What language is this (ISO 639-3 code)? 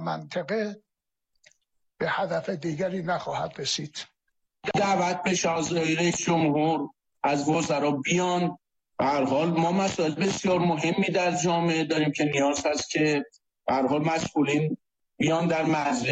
fas